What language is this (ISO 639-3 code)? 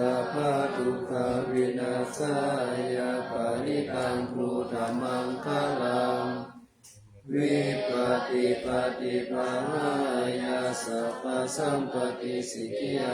pli